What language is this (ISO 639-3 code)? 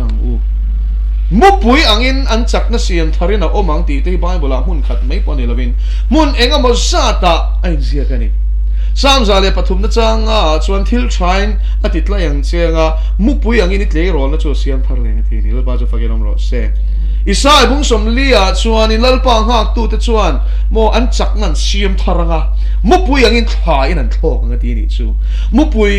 lus